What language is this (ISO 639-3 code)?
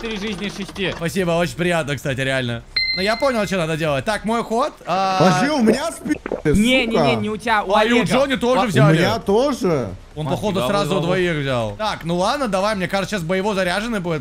rus